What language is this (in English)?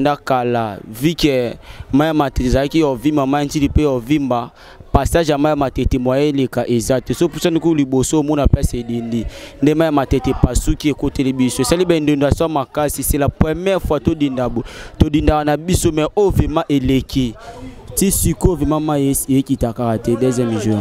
Lingala